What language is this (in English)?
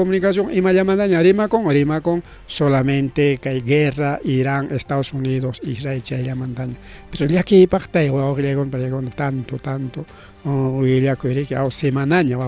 Ayacucho Quechua